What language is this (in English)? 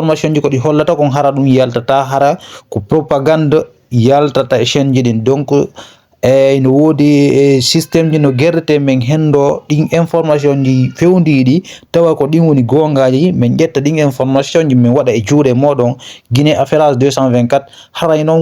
Fula